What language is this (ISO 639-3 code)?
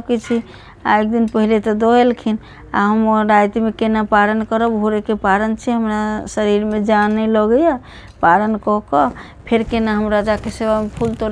mai